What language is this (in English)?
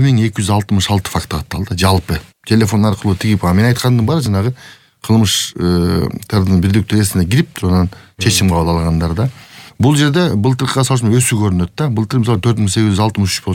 Kyrgyz